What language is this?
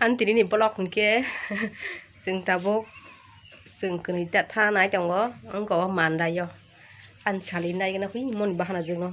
Kok Borok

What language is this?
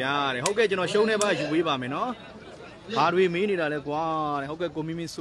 Burmese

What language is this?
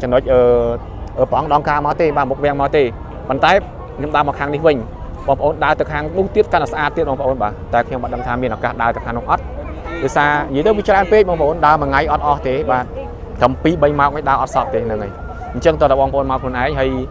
Khmer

